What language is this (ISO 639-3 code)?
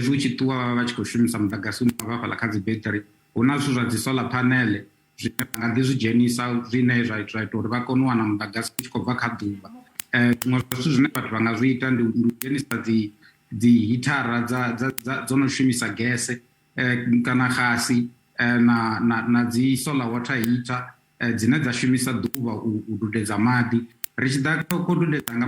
ven